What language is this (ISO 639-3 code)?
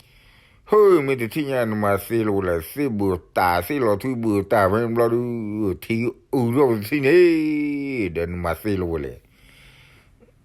ksw